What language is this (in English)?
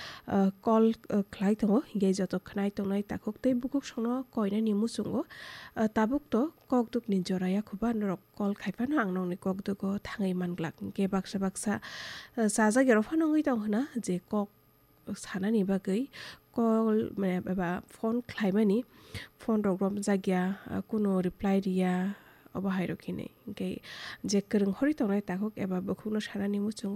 Kok Borok